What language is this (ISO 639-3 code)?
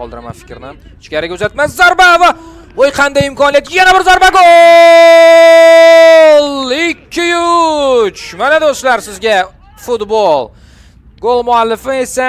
uzb